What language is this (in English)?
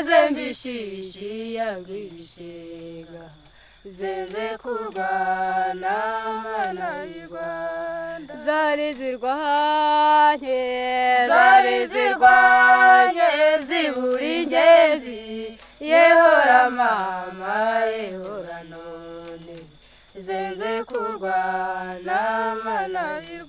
Kinyarwanda